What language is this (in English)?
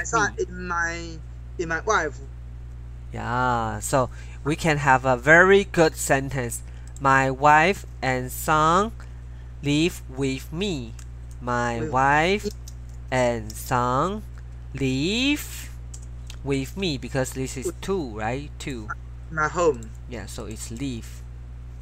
English